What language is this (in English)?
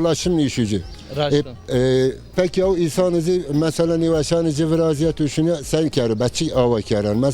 Zaza